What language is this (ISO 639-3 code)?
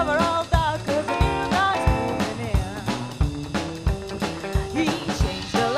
ron